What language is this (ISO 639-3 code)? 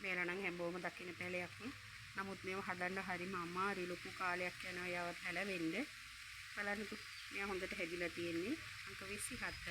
sin